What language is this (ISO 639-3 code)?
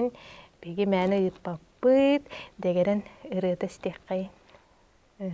sah